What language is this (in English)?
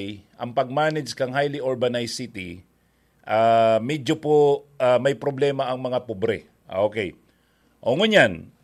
Bikol